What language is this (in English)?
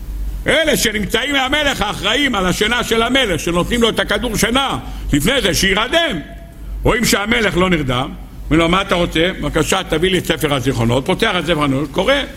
Hebrew